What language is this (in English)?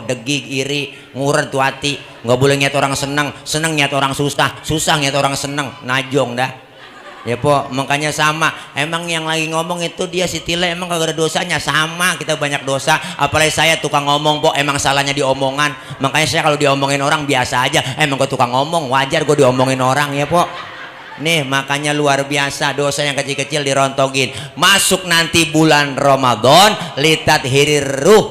Betawi